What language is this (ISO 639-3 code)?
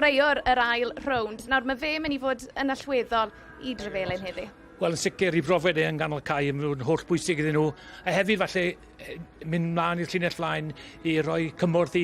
cym